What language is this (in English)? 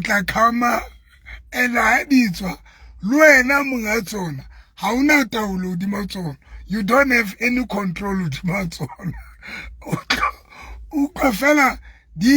Southern Sotho